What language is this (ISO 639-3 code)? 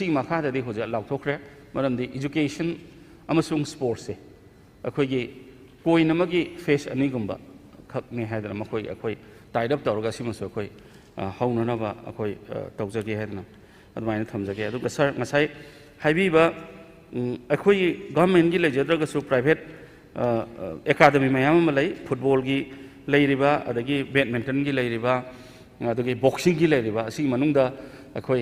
mni